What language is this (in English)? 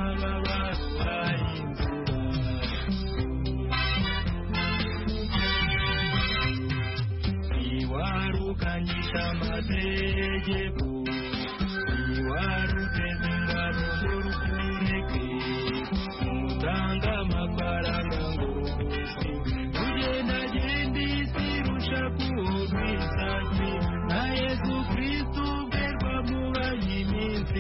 Kinyarwanda